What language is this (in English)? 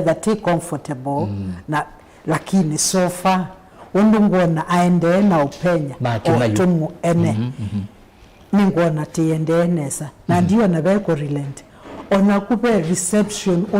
Kamba